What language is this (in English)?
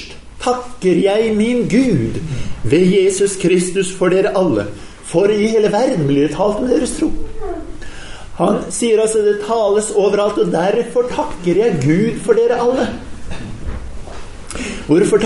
Norwegian